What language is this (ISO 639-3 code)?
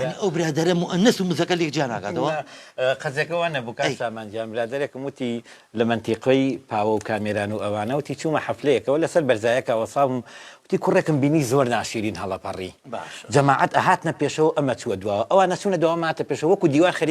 ckb